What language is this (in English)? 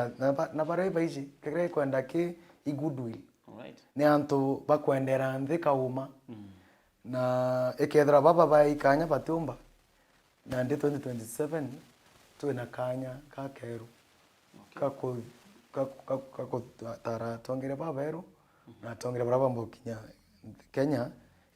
Meru